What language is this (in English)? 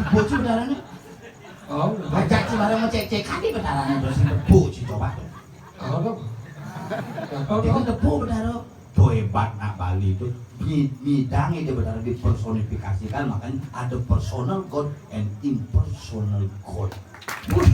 Balinese